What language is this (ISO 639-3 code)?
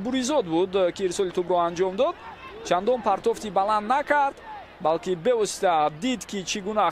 tgk